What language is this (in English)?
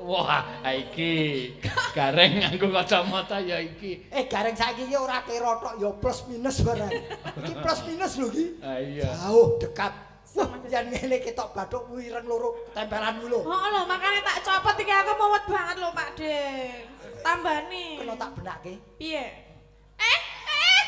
Javanese